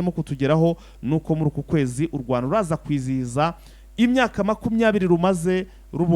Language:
Kinyarwanda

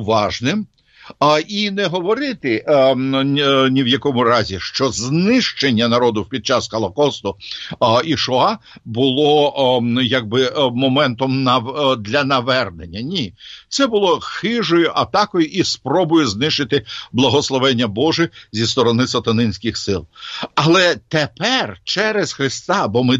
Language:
Ukrainian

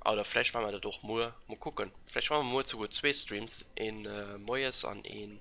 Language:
Luxembourgish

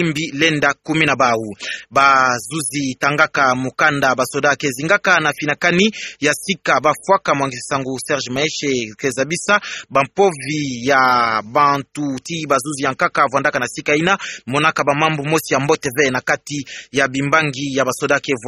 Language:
Kituba (Democratic Republic of Congo)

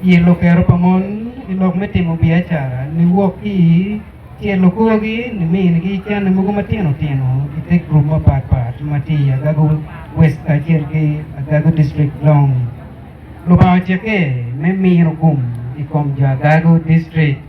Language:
Acoli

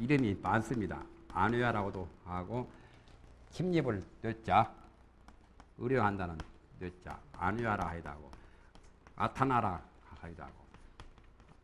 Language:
Korean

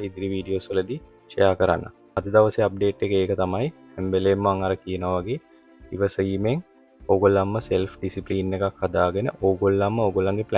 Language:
Sinhala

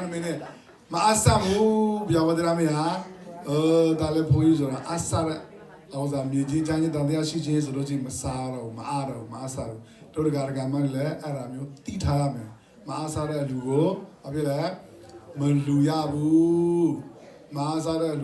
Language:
S'gaw Karen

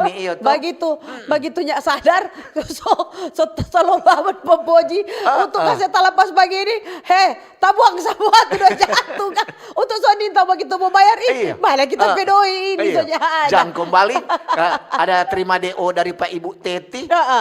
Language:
Manado Malay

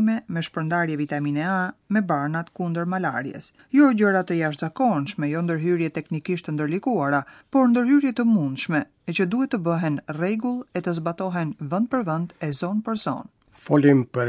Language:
Albanian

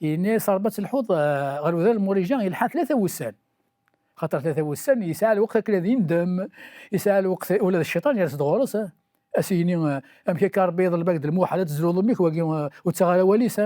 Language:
Kabyle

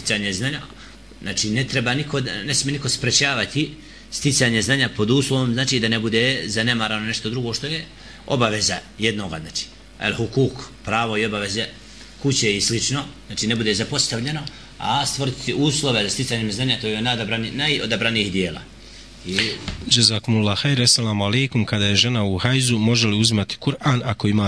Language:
Bosnian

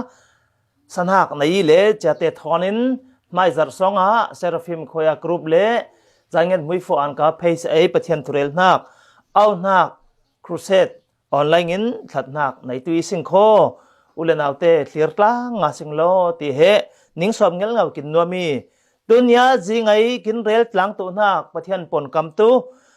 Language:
Falam Chin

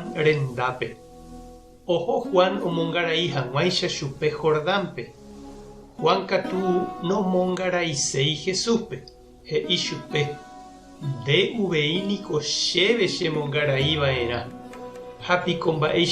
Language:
Guarani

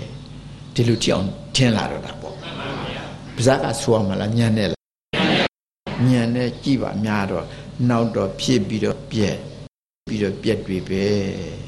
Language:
Burmese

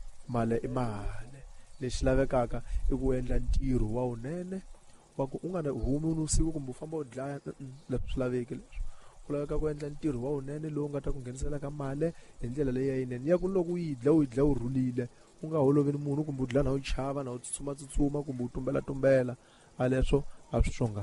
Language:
Tsonga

